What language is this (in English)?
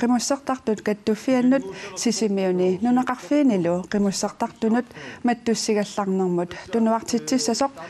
Kalaallisut